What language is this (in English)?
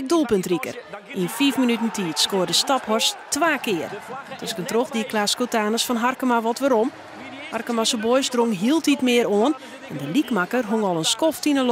Western Frisian